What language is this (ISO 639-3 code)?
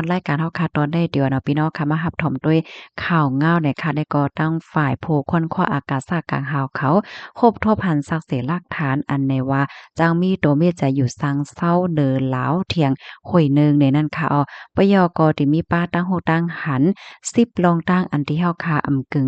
shn